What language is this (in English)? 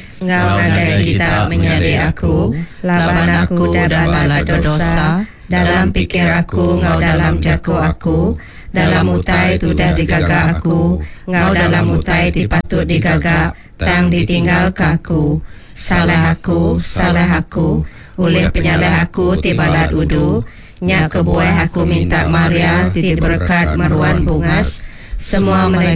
Iban